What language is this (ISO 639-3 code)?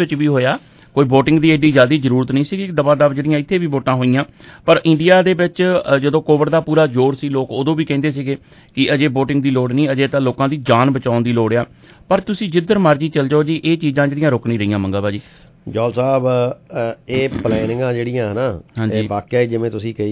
pan